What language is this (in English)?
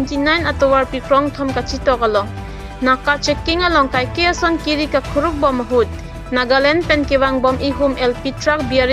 Karbi